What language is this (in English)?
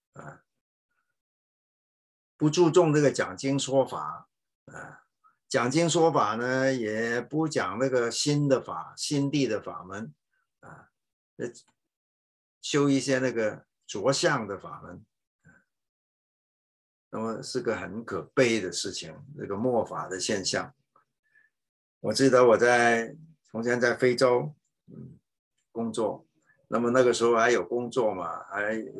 Chinese